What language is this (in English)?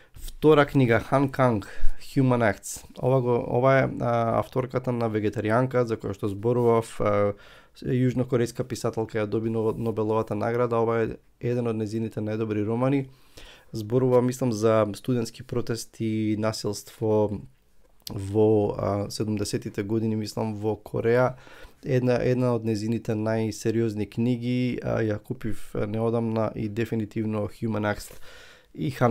Macedonian